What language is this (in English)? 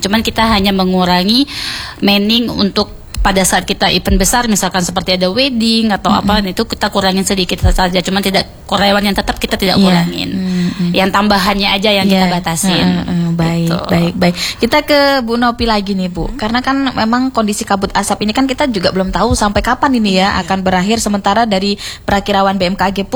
Indonesian